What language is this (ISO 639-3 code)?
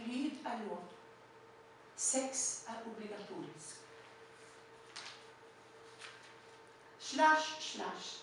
nor